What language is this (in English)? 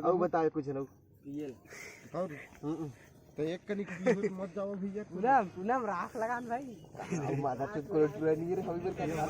Chhattisgarhi